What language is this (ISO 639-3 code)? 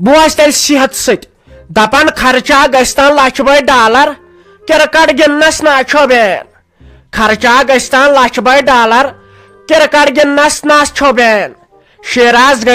kas